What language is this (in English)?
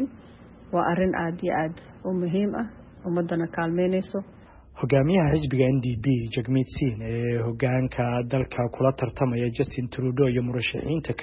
Somali